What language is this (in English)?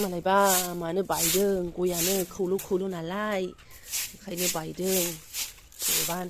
Bodo